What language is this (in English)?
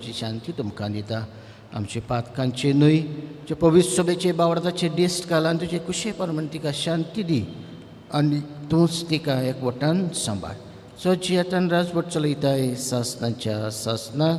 Konkani